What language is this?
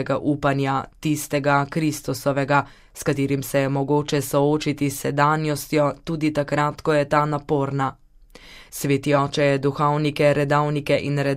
Slovenian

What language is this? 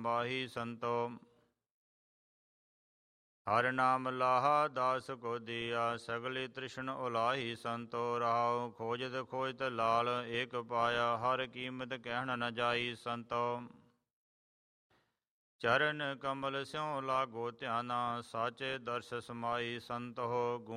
Punjabi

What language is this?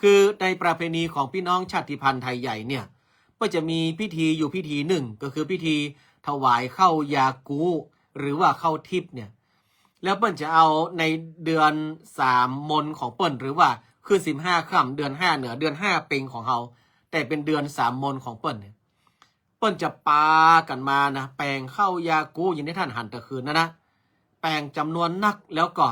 Northern Thai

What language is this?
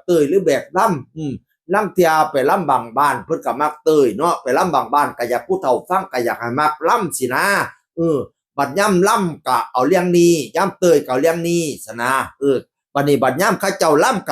Northeastern Thai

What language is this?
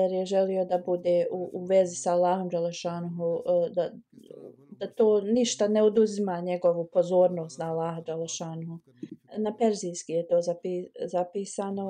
Bosnian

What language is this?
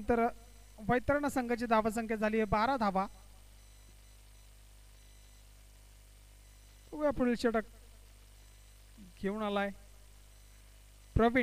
Marathi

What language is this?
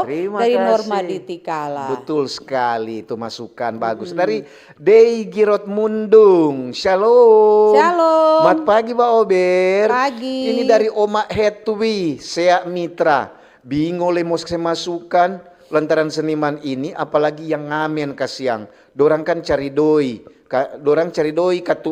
Manado Malay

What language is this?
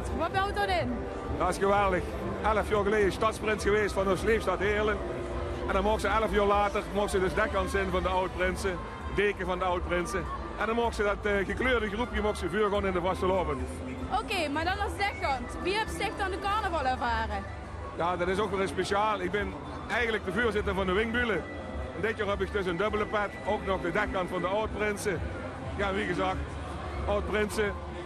Limburgish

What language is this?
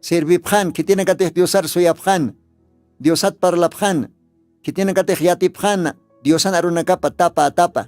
Aymara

